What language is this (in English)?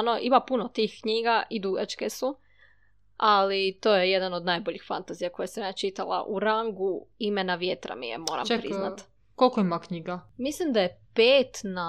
Serbian